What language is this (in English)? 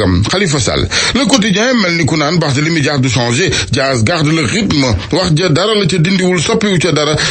Wolof